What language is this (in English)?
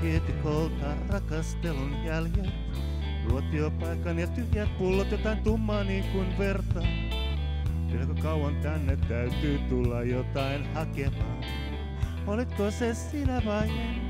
Finnish